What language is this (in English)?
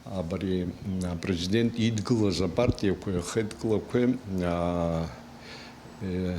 Abkhazian